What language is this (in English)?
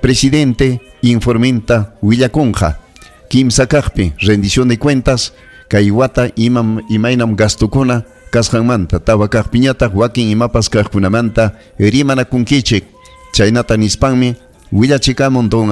Ayacucho Quechua